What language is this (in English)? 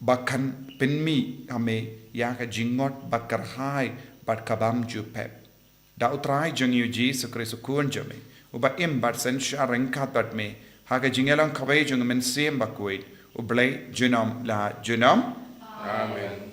Khasi